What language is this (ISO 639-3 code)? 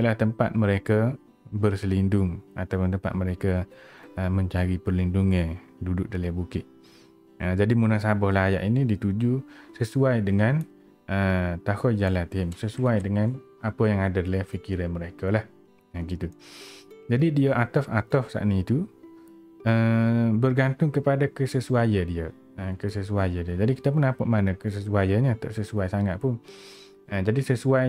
msa